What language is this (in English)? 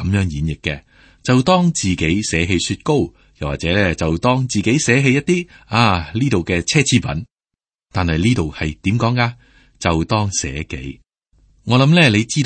Cantonese